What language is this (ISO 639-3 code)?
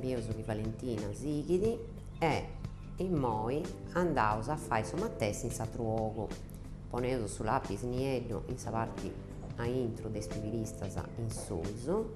srd